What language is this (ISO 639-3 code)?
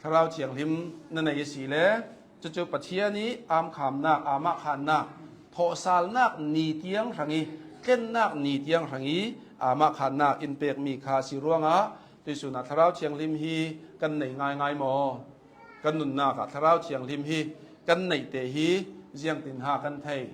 cnh